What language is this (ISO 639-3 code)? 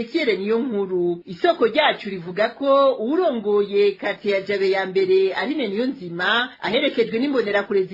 run